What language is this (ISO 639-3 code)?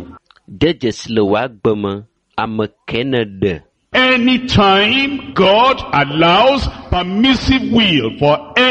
ewe